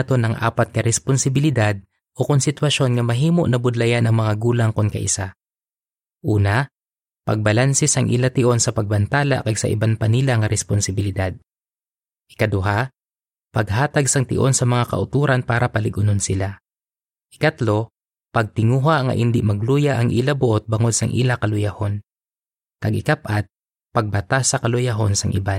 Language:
Hiligaynon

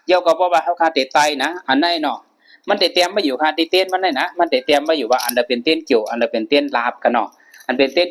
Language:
Shan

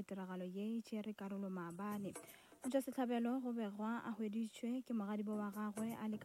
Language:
Northern Sotho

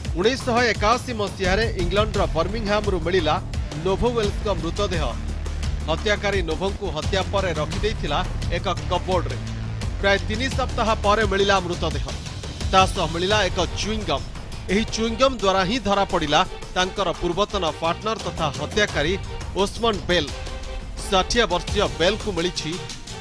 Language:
Odia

